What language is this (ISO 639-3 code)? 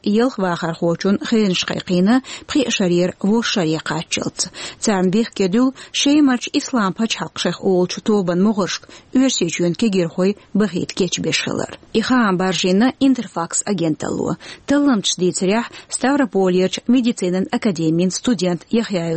che